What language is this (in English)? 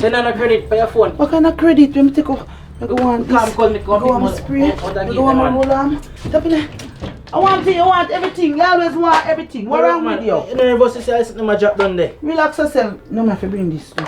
Jamaican Creole English